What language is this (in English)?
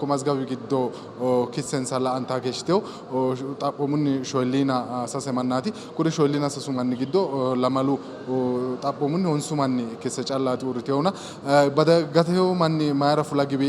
Sidamo